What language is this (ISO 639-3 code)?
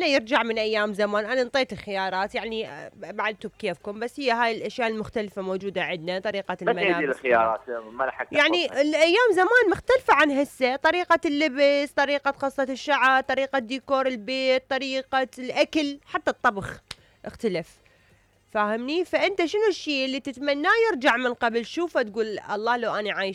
acm